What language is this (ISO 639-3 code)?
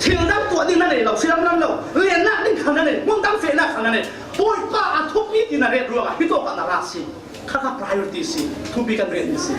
cfm